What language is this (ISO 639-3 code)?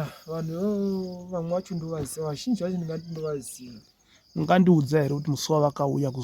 sna